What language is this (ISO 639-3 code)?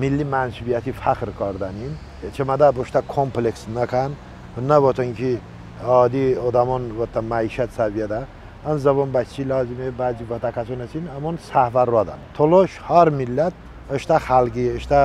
tly